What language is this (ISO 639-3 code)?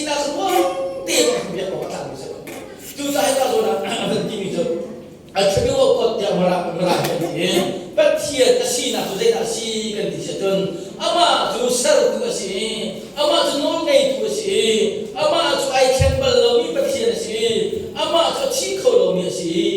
cnh